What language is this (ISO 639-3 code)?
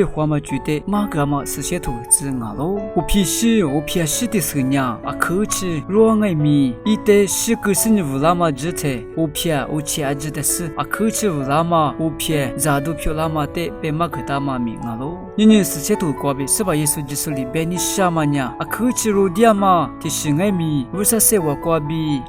lis